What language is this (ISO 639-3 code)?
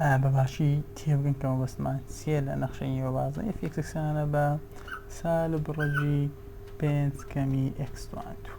ckb